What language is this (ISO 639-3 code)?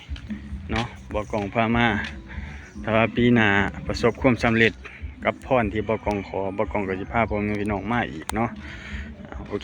lao